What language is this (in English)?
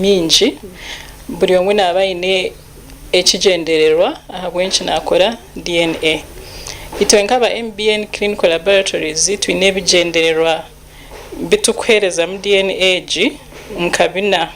Nyankole